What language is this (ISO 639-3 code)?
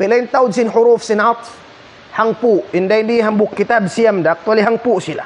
tsg